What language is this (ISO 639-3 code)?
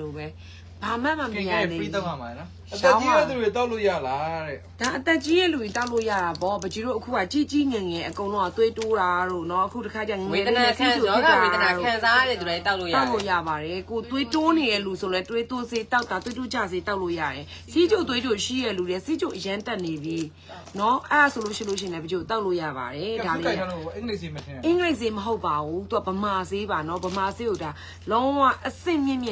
mya